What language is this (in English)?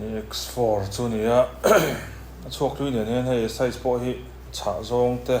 Mizo